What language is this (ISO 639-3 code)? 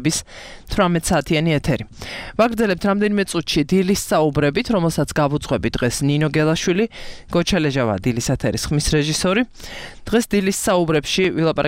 kat